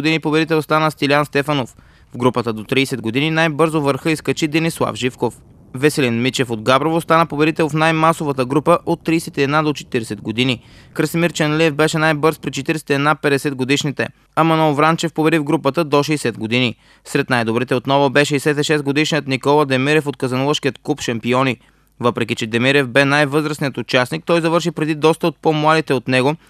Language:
Bulgarian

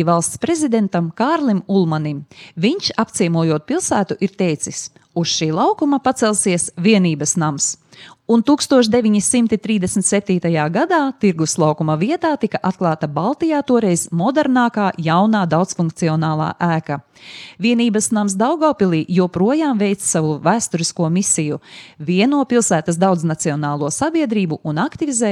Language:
Latvian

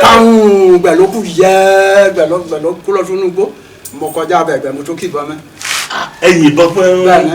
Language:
Yoruba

